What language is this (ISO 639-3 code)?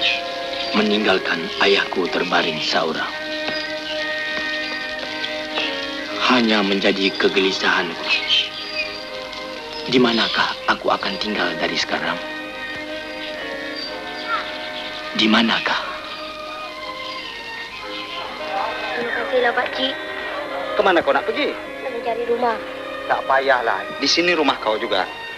msa